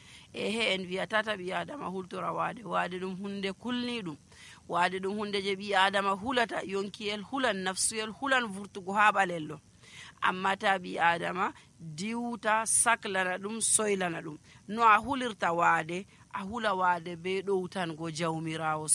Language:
Nigerian Fulfulde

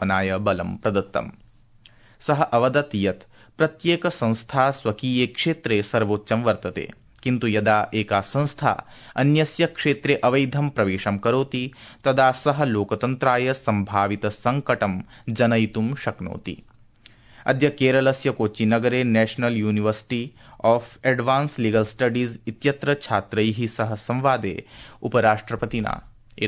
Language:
Sanskrit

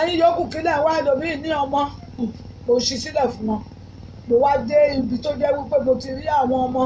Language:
Yoruba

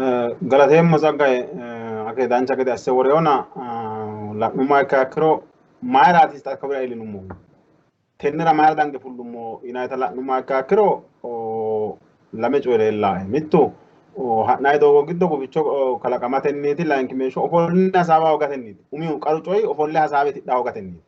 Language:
Sidamo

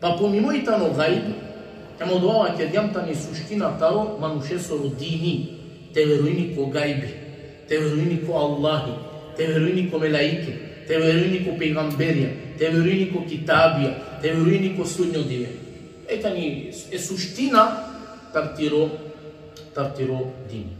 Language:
Balkan Romani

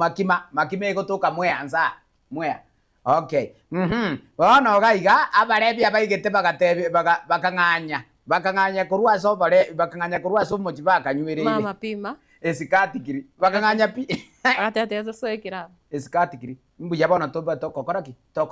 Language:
Gusii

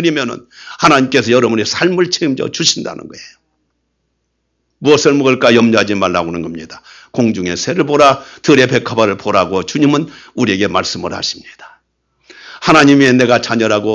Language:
Korean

